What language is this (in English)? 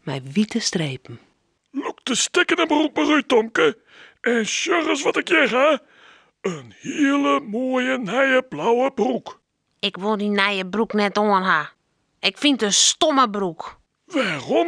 Western Frisian